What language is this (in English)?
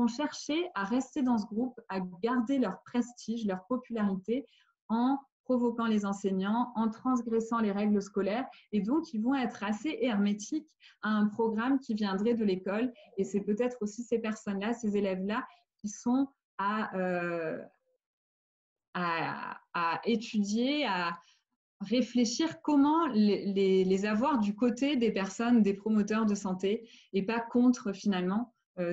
French